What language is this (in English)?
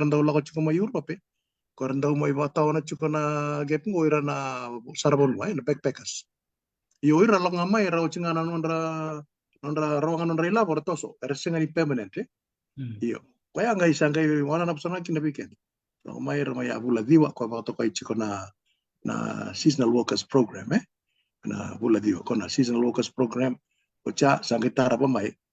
Fijian